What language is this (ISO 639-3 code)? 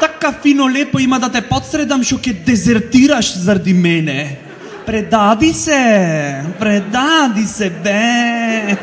mkd